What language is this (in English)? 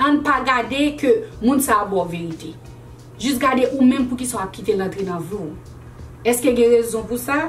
Haitian Creole